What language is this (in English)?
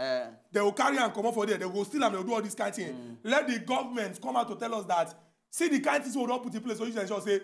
Nigerian Pidgin